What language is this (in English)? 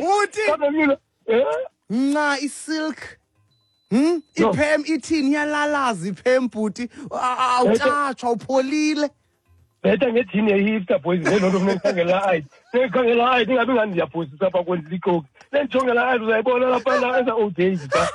Xhosa